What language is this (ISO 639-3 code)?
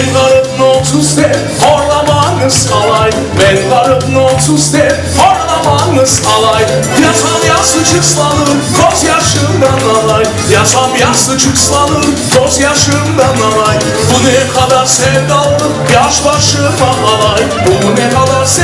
crh